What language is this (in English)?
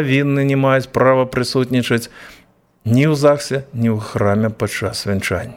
Belarusian